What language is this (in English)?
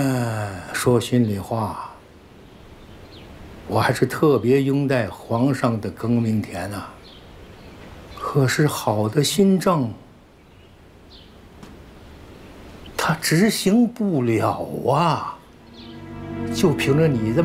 Chinese